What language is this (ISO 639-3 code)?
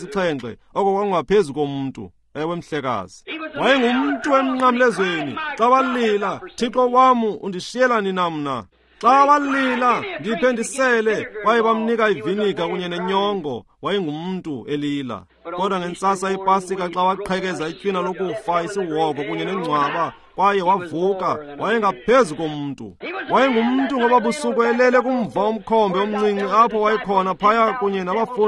xho